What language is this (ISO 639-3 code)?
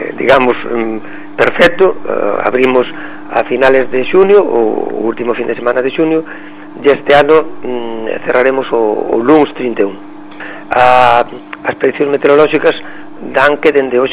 glg